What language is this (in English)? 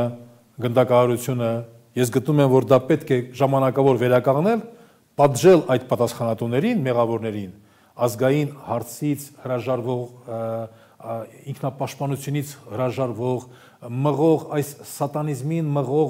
Armenian